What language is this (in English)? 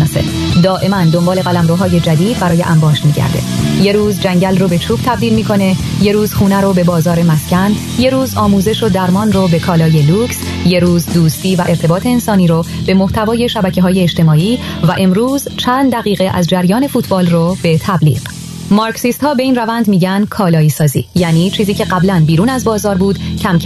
Persian